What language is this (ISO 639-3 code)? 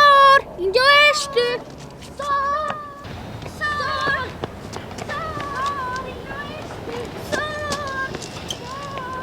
roh